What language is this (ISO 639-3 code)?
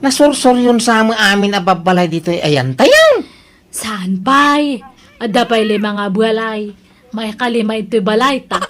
ilo